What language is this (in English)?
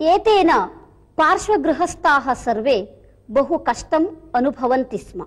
Sanskrit